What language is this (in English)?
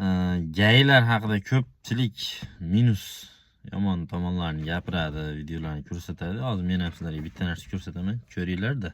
Uzbek